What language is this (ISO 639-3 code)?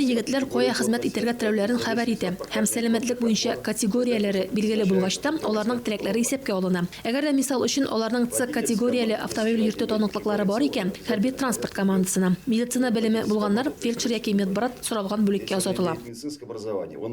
tat